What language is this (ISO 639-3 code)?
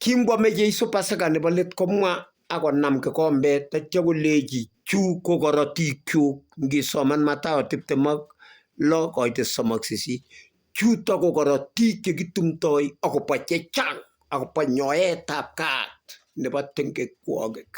kln